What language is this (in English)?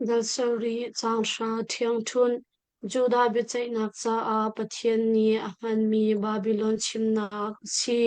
Hakha Chin